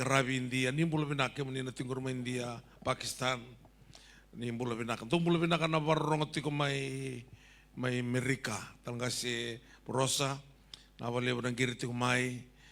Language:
Fijian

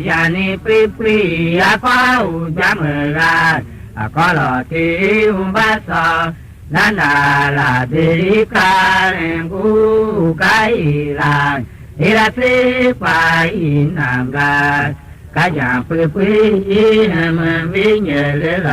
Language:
Tiv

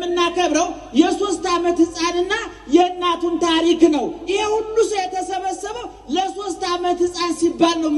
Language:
Amharic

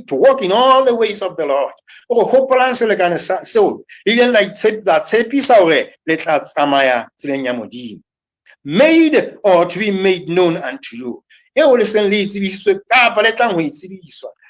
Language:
Southern Sotho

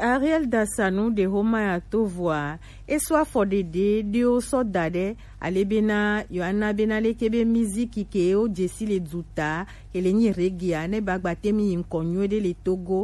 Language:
Gen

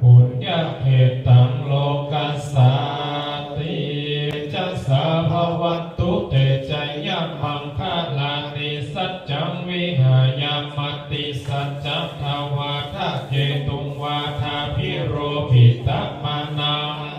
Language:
Pali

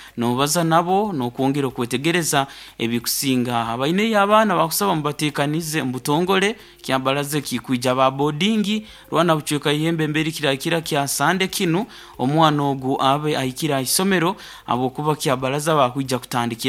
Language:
Nyankole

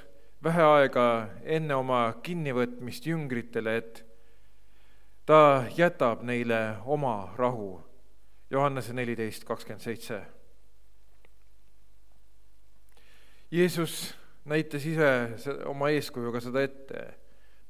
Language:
Estonian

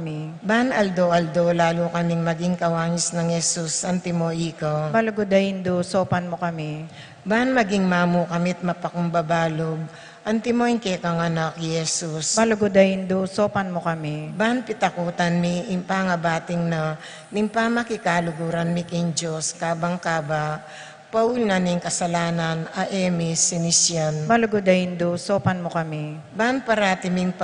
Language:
Pampanga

